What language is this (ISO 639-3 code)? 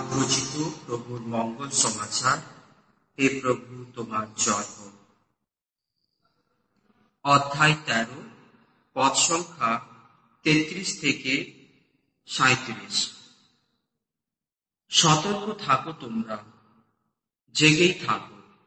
ben